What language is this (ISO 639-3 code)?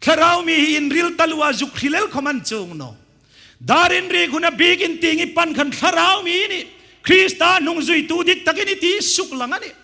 hmr